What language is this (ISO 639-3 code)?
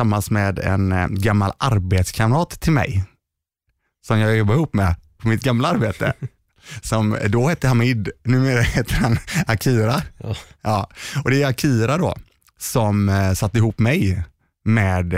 swe